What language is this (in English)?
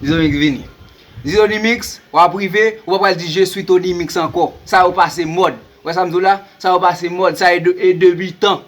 Haitian Creole